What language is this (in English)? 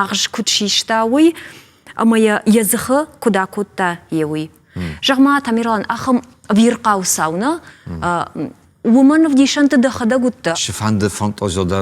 Ossetic